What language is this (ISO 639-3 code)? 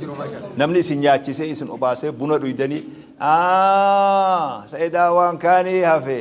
orm